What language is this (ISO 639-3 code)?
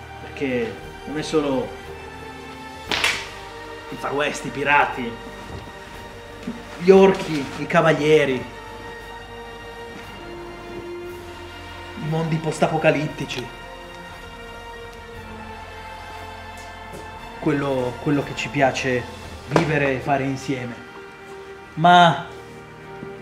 ita